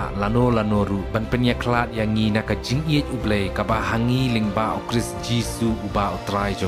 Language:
Khasi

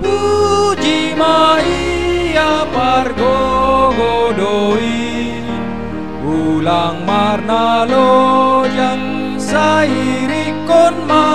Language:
Batak Simalungun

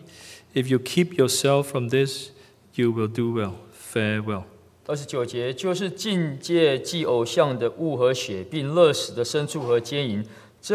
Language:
Chinese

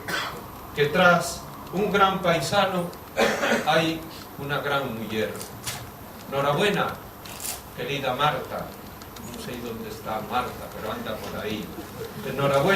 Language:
Asturian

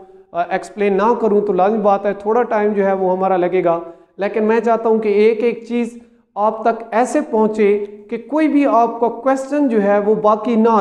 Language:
Hindi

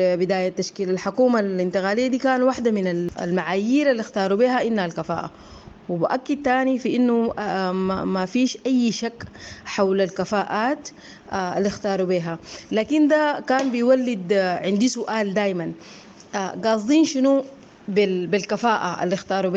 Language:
Sudanese Arabic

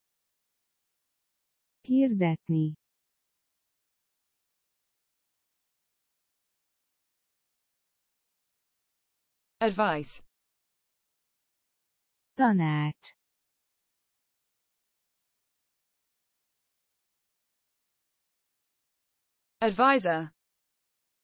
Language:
Hungarian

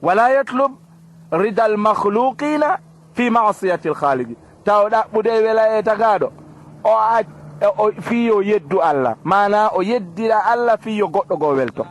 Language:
Fula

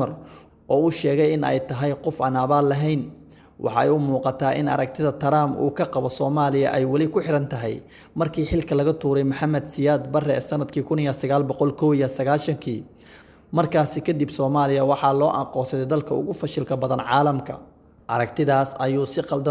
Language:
Somali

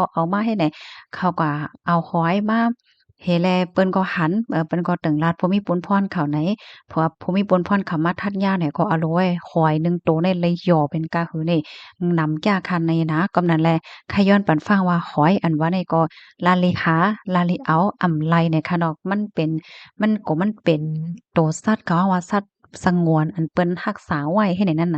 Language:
Shan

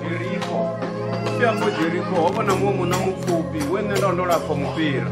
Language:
Venda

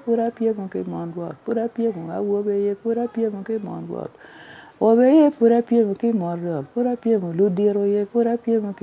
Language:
Acoli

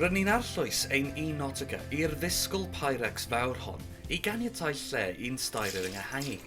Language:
Welsh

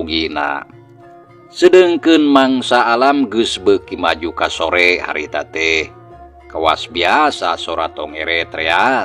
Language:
Sundanese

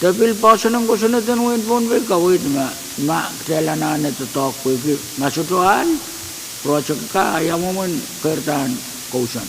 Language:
Pohnpeian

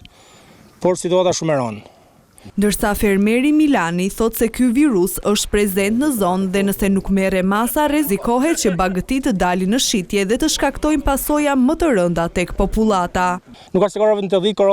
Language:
Albanian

